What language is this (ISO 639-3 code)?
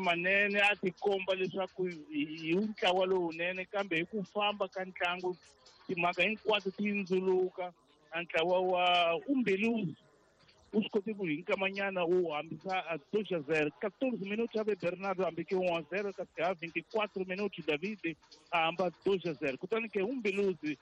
tso